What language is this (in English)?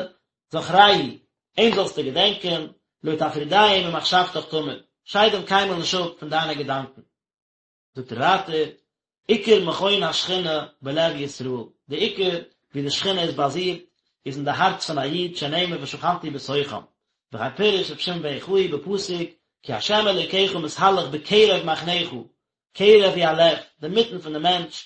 Yiddish